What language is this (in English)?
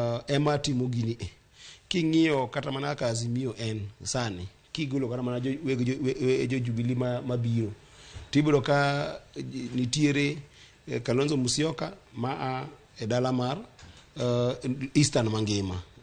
Luo (Kenya and Tanzania)